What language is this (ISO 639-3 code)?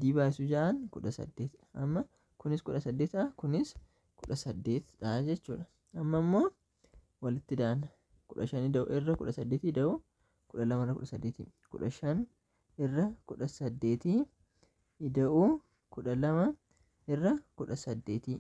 orm